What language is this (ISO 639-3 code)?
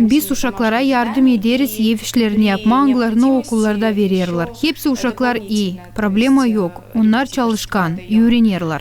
gag